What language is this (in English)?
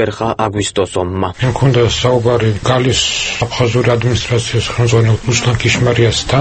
Georgian